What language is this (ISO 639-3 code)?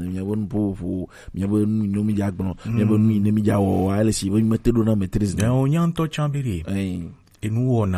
gej